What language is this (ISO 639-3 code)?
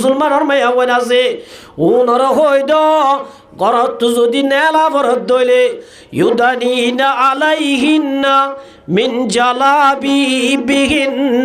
rhg